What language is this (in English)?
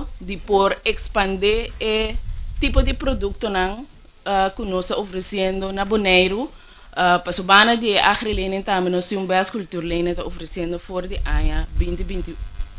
Papiamento